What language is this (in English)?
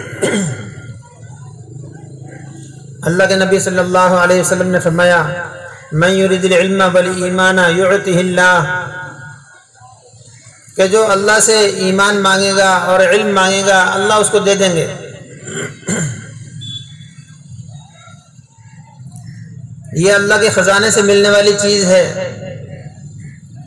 Urdu